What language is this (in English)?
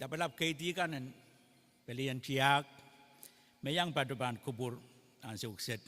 Pohnpeian